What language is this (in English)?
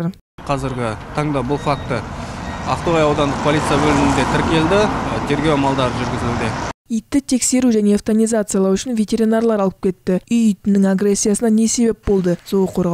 Kazakh